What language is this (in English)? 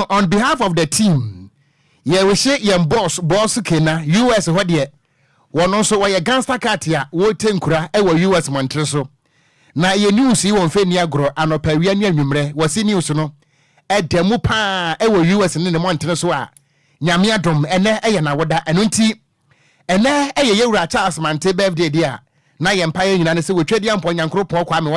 Akan